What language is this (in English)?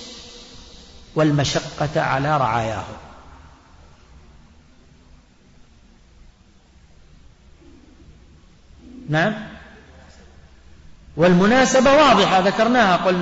Arabic